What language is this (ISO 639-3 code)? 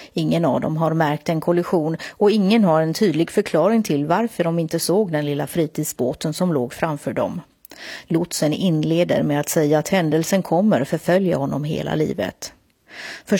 swe